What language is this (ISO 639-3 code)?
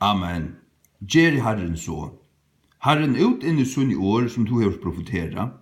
fao